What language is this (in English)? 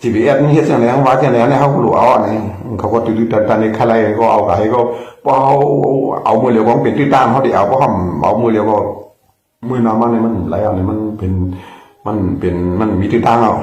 Shan